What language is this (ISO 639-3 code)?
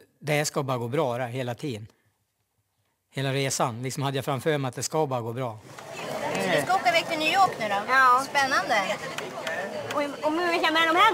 swe